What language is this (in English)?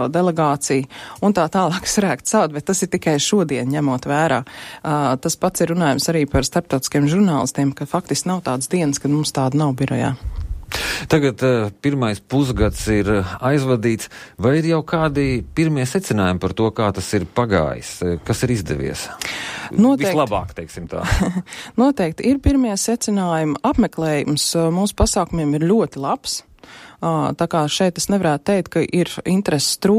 Latvian